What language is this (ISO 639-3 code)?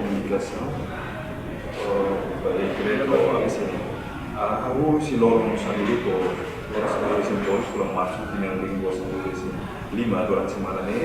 tet